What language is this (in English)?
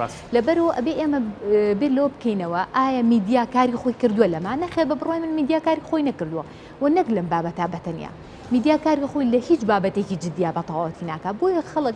Central Kurdish